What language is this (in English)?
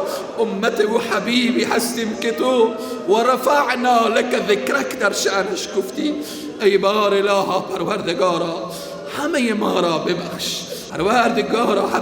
Persian